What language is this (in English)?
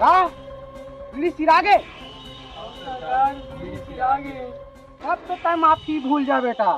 Chhattisgarhi